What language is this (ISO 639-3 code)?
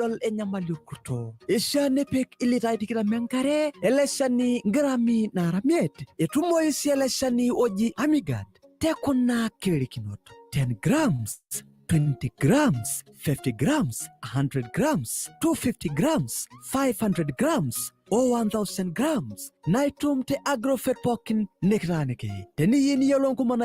mas